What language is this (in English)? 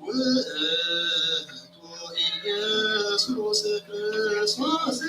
Geez